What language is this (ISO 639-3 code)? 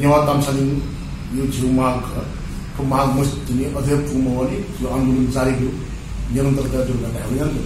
new